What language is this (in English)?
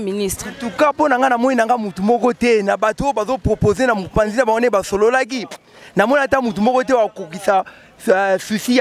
Lingala